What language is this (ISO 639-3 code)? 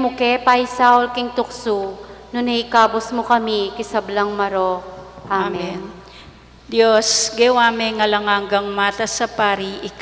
pam